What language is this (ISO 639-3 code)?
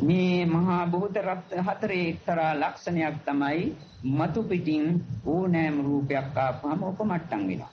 sin